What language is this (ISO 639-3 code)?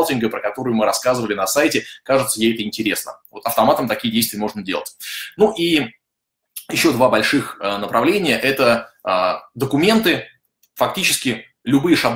rus